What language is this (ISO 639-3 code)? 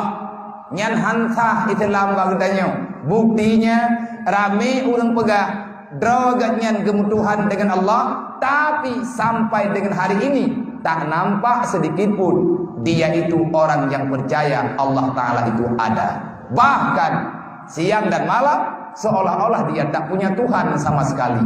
ace